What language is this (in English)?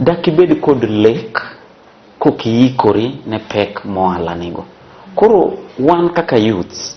Luo (Kenya and Tanzania)